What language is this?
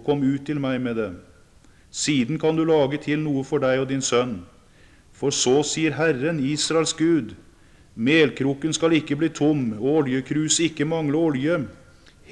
Norwegian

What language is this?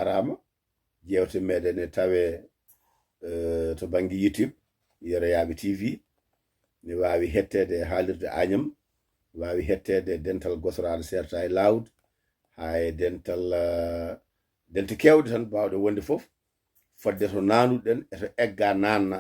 Fula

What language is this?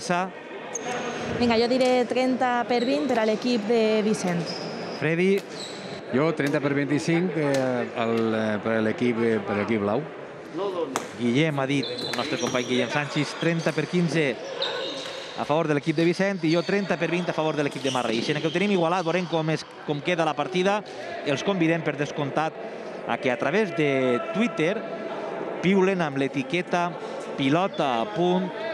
Catalan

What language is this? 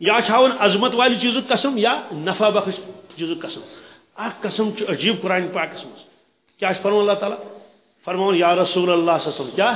Kashmiri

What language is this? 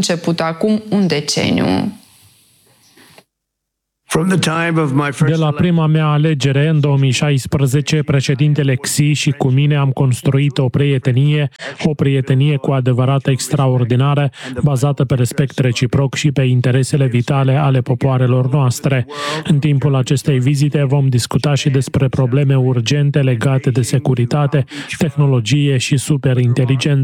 Romanian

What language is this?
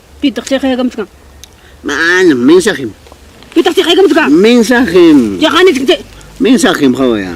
Ayacucho Quechua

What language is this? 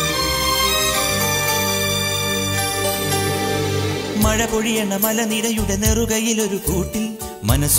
Malayalam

